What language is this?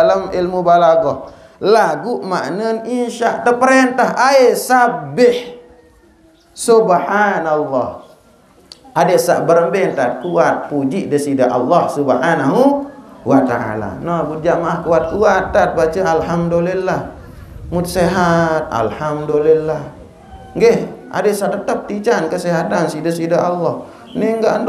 Sasak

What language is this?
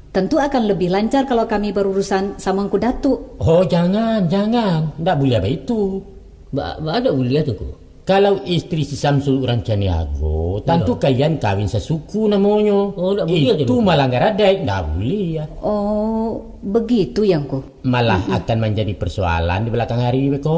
Minangkabau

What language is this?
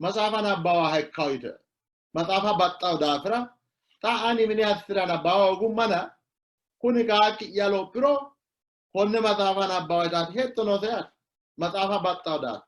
Sidamo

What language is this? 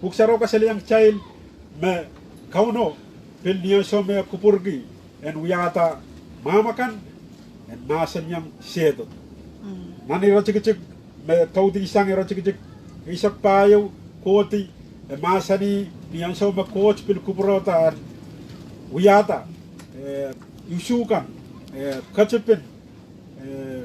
Pohnpeian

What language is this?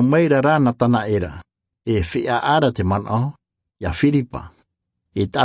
Tahitian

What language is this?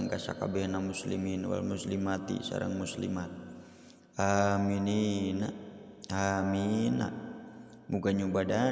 Sundanese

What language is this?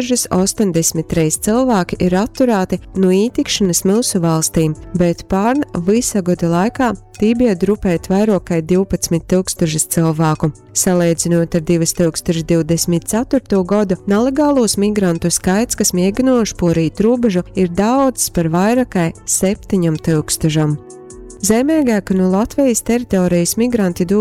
Latgalian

